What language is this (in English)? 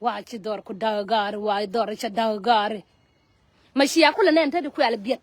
Nuer